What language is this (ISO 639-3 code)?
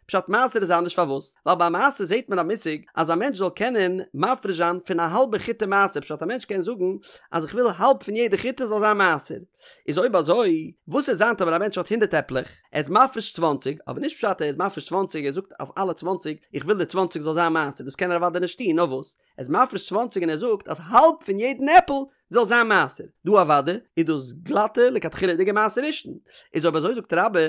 yid